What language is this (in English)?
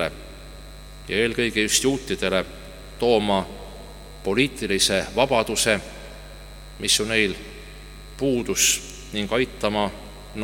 Estonian